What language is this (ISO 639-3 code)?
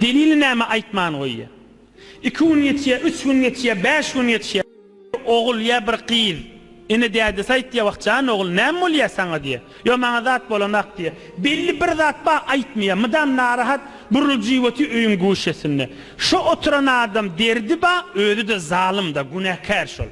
tuk